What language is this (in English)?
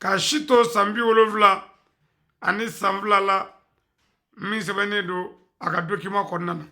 Bambara